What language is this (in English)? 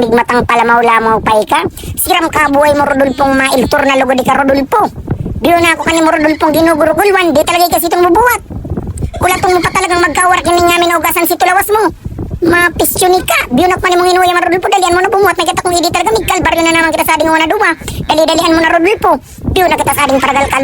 Bikol